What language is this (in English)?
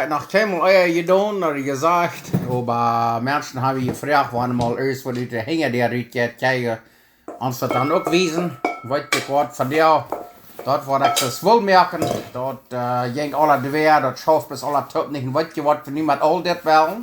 Plautdietsch